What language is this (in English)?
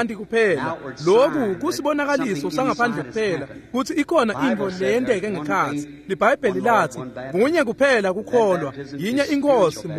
Swati